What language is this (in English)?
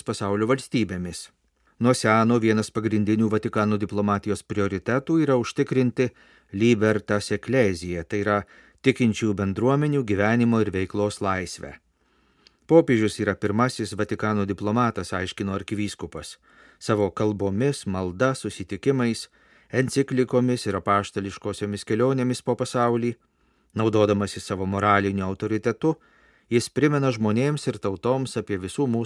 Lithuanian